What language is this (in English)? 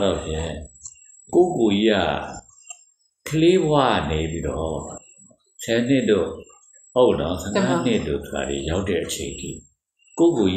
Burmese